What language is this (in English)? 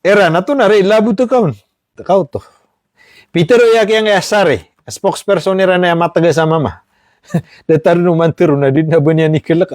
Maranao